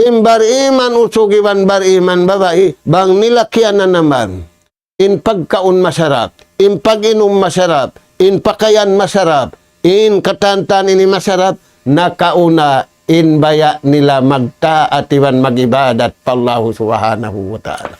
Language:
Tausug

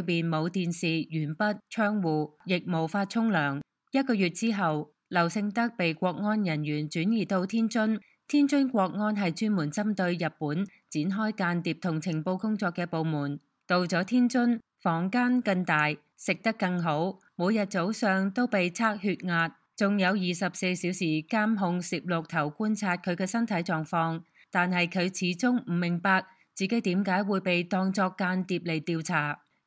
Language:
Cantonese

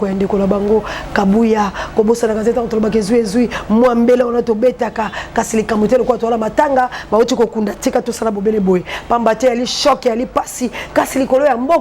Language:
Lingala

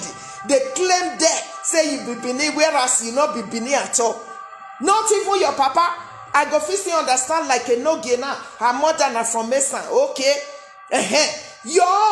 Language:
Nigerian Pidgin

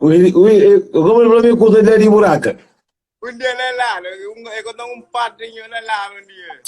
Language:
Kabuverdianu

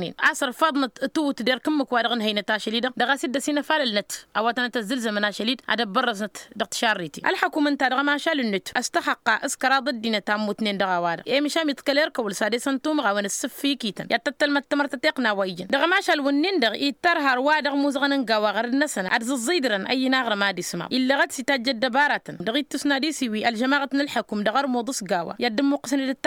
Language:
Tamasheq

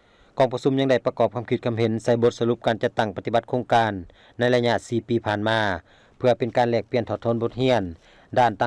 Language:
Lao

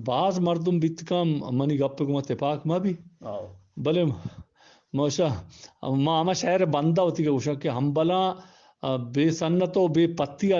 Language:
Eastern Balochi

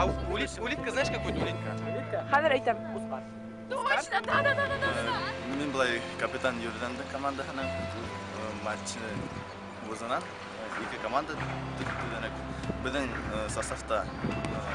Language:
Bashkir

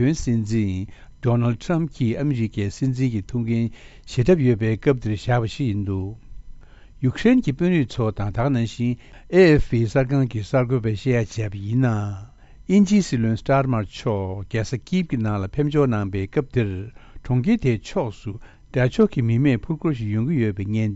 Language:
Tibetan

